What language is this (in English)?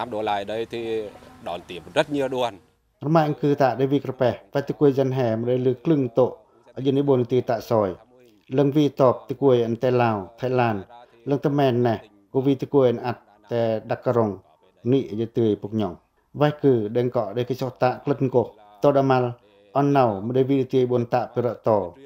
Pacoh